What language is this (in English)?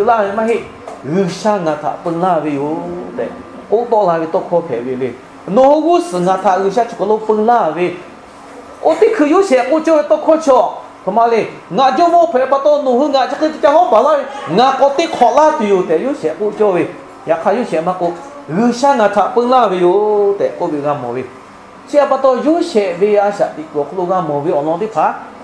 Lahu